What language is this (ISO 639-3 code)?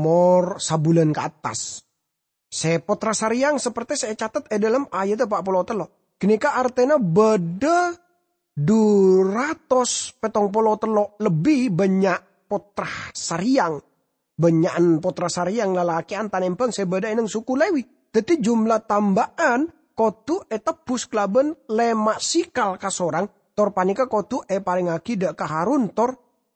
mad